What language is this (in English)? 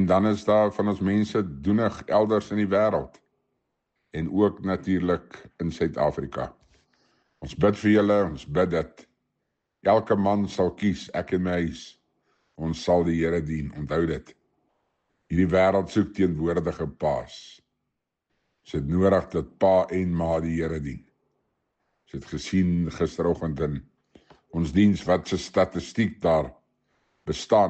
Afrikaans